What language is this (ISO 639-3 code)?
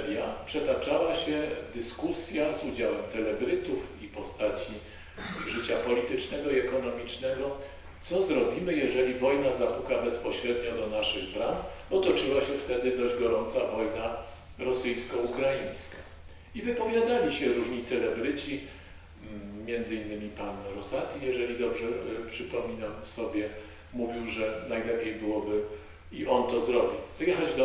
pol